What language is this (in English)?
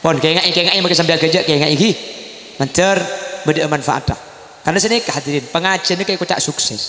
Madurese